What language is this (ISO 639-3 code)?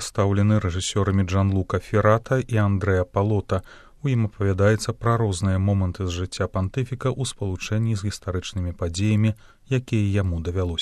bel